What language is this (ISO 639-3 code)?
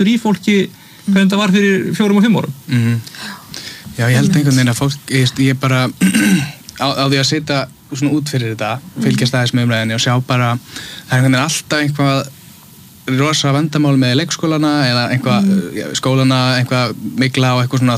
isl